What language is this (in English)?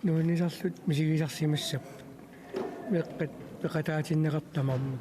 Kalaallisut